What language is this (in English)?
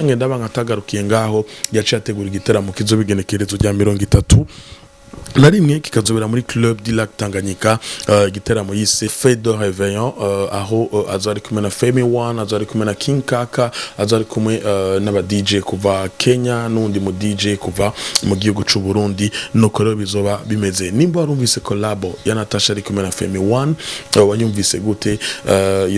Rundi